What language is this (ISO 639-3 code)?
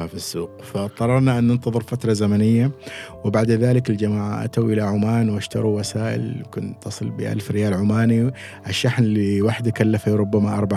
afb